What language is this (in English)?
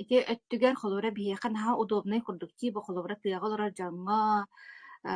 Yakut